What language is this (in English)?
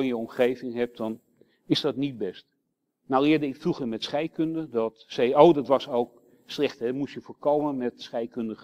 Dutch